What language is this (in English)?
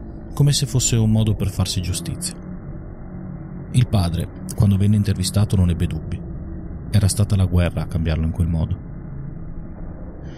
Italian